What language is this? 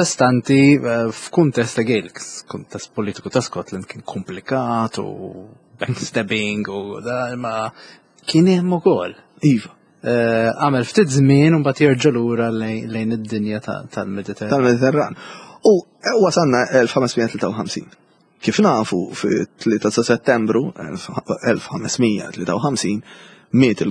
Maltese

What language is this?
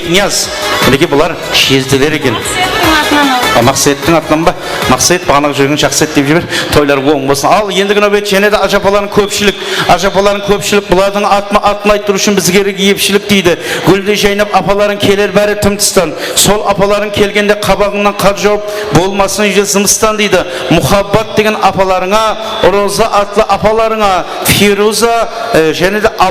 Kara-Kalpak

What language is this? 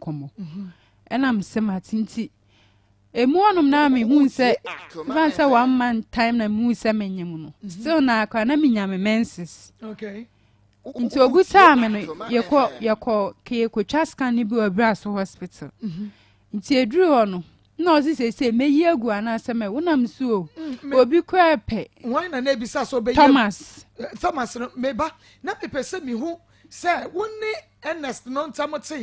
Akan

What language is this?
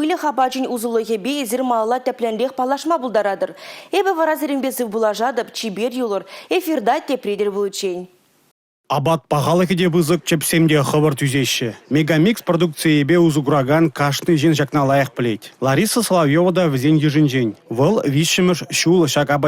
Chuvash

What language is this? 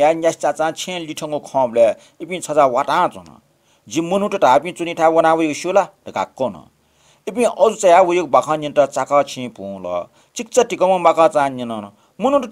Newari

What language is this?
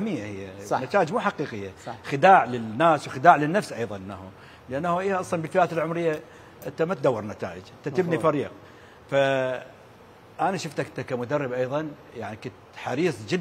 Mesopotamian Arabic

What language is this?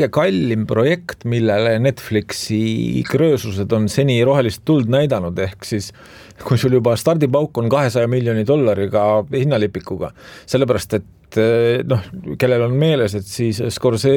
Estonian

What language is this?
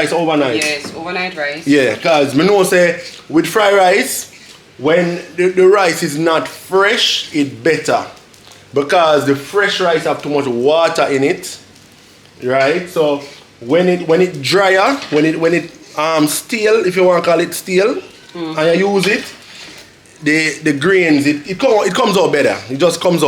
Jamaican Creole English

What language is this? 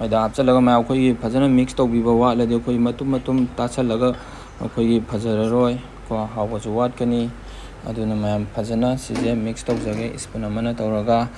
Manipuri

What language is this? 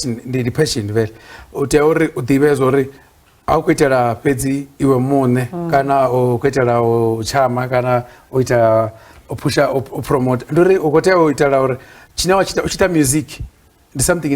Venda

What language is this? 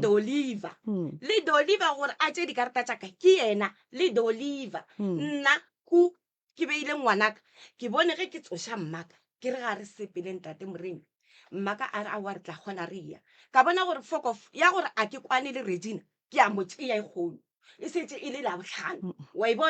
Northern Sotho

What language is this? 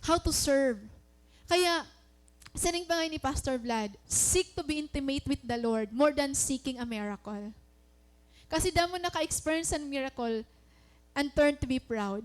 Waray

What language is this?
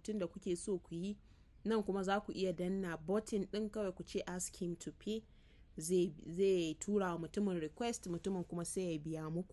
Hausa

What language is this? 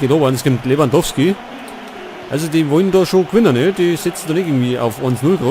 Bavarian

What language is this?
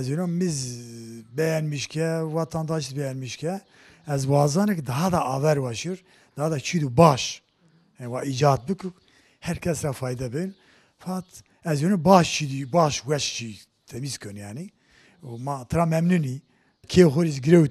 Zaza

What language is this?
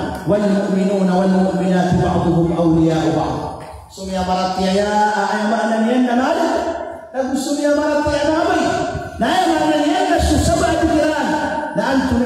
Maranao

